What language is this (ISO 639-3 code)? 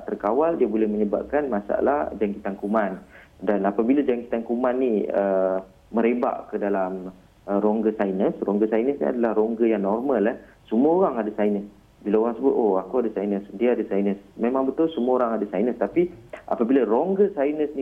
msa